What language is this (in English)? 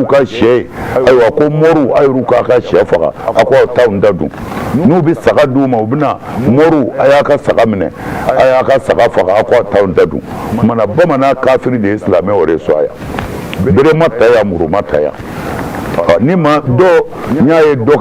Bambara